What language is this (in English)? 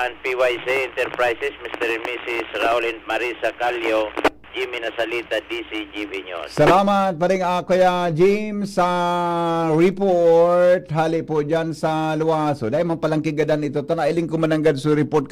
Bikol